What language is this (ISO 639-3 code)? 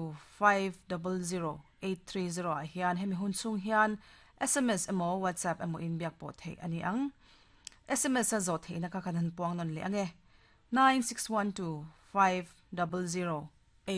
lus